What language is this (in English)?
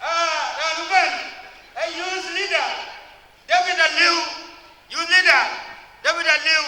Dinka